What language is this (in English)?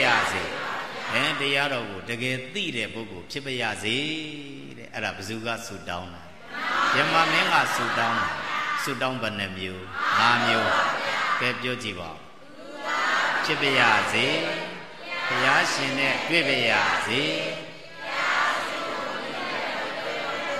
Burmese